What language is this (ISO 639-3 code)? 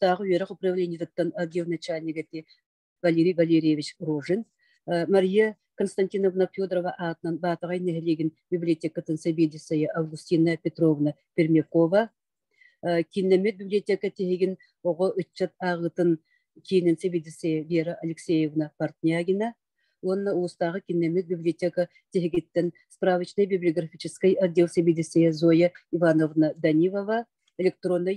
sah